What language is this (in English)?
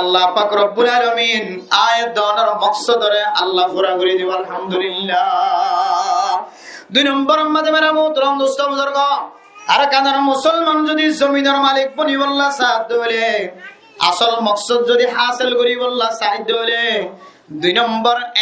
Rohingya